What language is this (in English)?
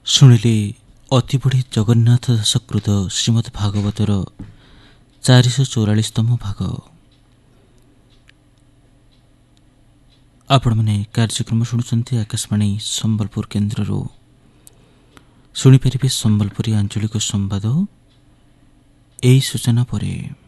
Odia